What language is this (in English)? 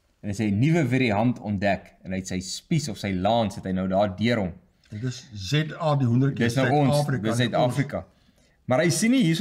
Afrikaans